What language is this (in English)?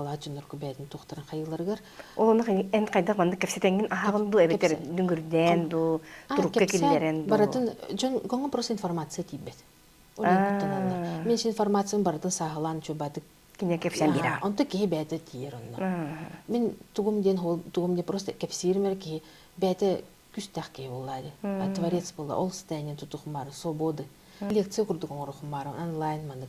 Yakut